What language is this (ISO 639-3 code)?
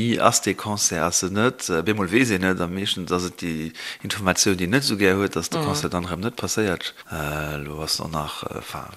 ltz